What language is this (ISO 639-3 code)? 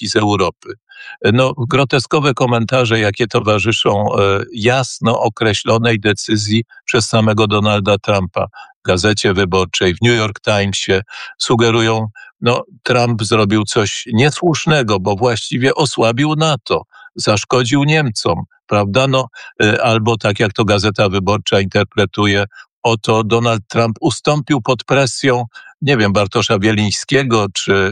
pol